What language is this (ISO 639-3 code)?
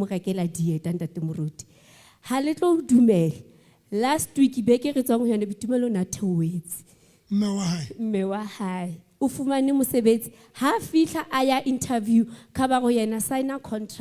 sot